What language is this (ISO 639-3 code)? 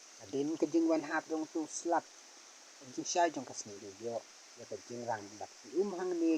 kha